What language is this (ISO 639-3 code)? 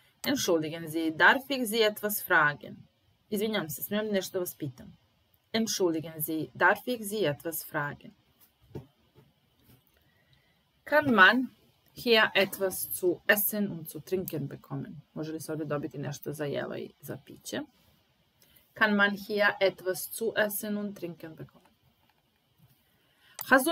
srp